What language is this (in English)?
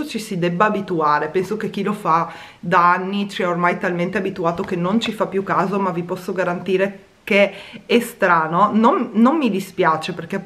Italian